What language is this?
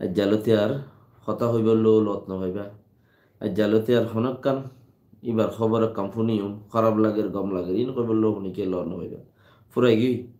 Rohingya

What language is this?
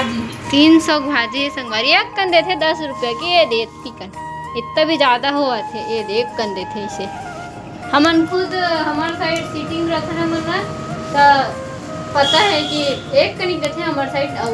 Chhattisgarhi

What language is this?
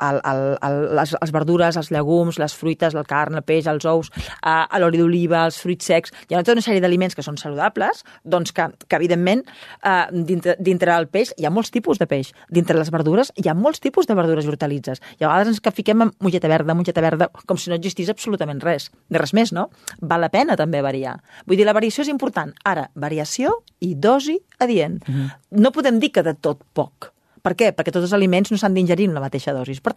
Catalan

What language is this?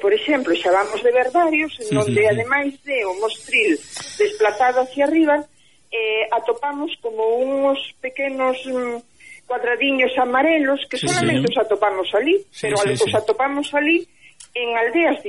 Galician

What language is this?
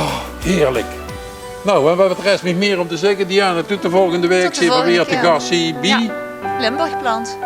Limburgish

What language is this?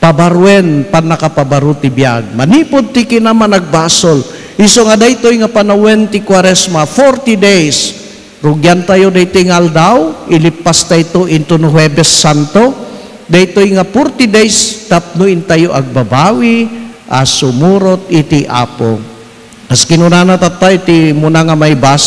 Iloko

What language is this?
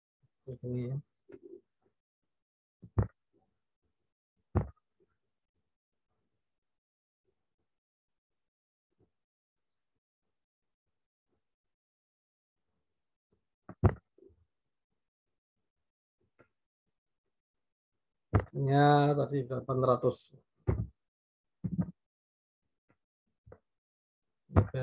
Indonesian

